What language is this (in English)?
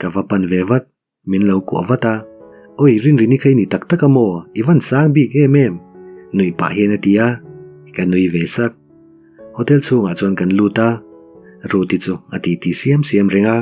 Mizo